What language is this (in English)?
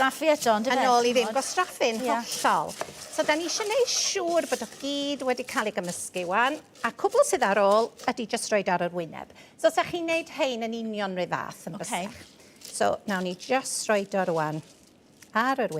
Welsh